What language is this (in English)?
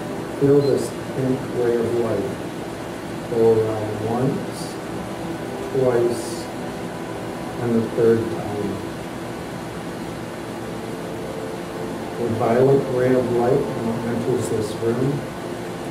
English